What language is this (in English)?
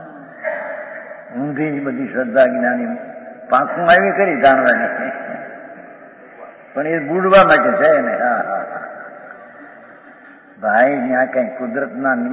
Gujarati